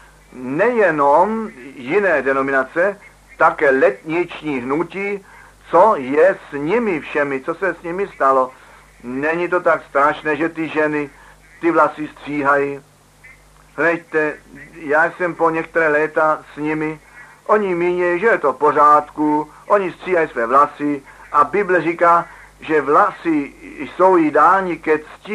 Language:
Czech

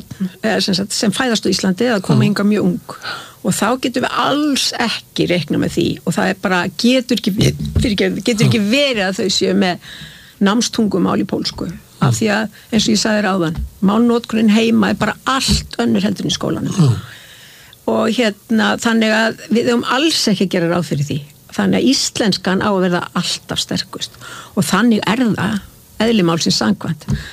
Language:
Icelandic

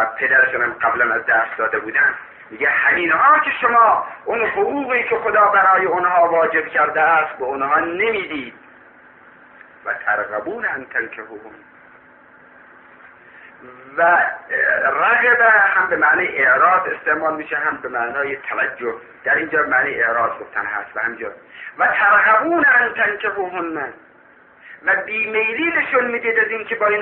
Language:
Persian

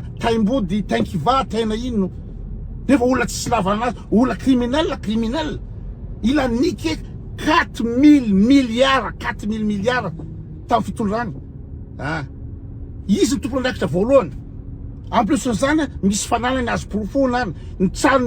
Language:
Malagasy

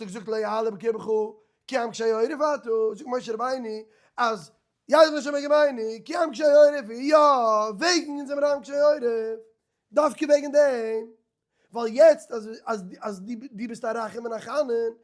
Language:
Yiddish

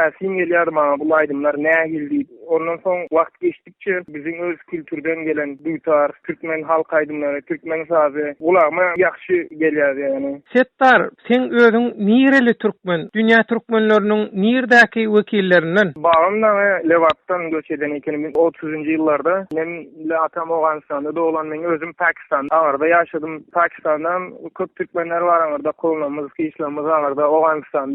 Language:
Turkmen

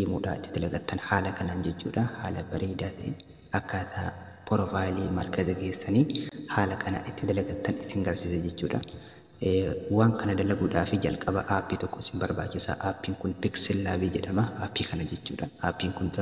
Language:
Oromo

